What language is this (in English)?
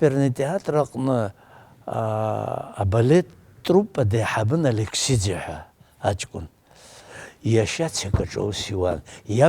Abkhazian